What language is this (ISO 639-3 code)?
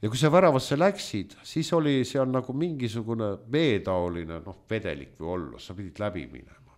est